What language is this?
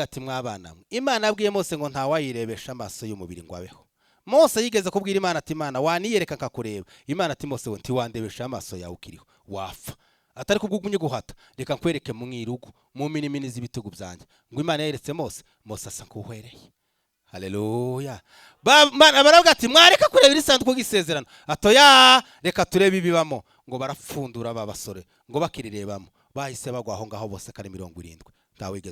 Rundi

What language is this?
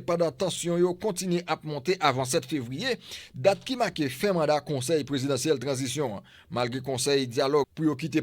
Haitian Creole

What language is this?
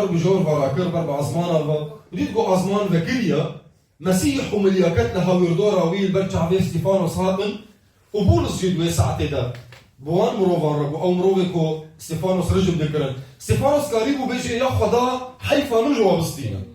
Kurdish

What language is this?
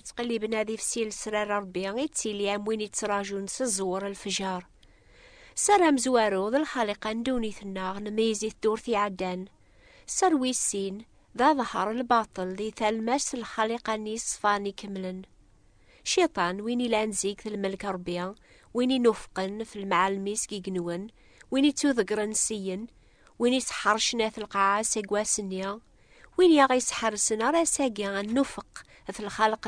Kabyle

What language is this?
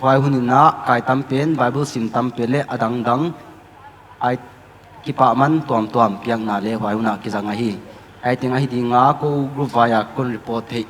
Paite Chin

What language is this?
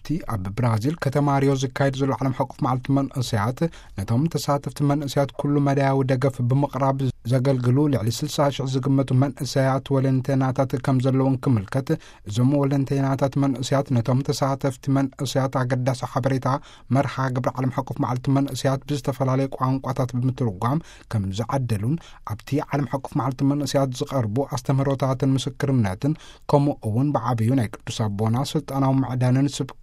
Tigrinya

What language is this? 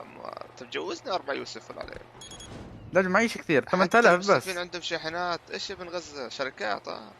North Levantine Arabic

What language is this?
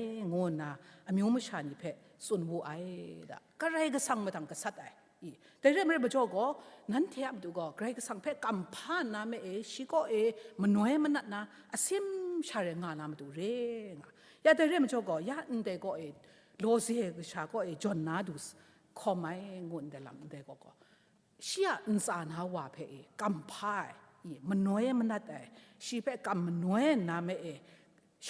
Kachin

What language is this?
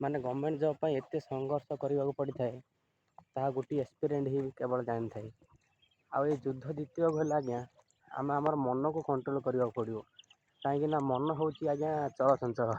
Odia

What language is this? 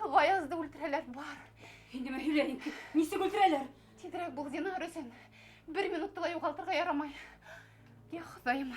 Bashkir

